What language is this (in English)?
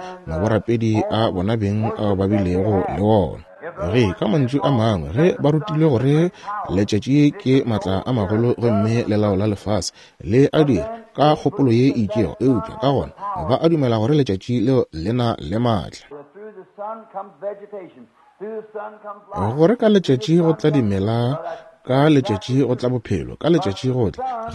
Northern Sotho